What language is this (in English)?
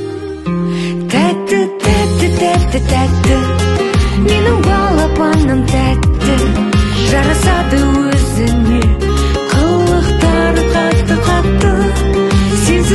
Kazakh